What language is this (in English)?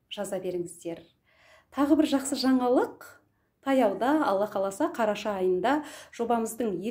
Kazakh